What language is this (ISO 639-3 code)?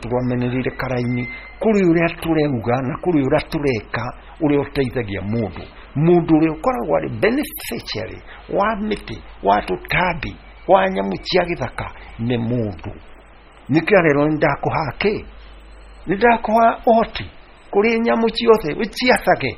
kik